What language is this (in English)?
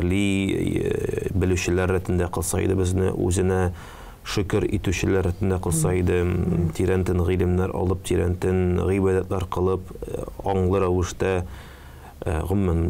Tatar